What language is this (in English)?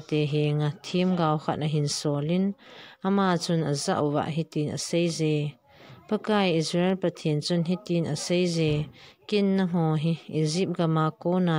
Thado Chin